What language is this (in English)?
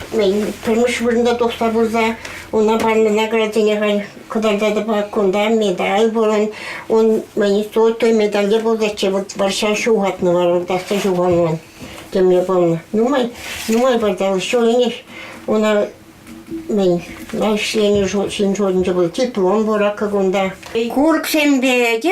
Chuvash